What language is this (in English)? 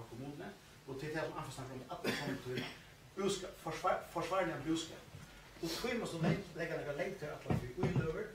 Faroese